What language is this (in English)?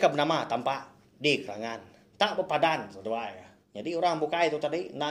Iban